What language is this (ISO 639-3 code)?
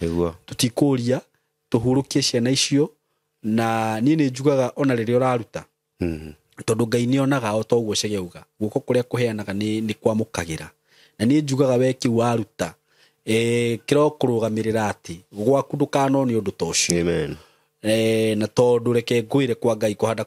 kik